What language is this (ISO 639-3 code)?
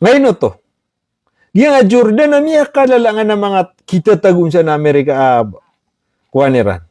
mrw